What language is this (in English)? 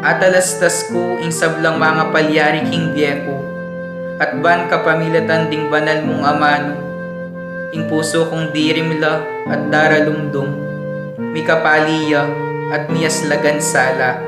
Pampanga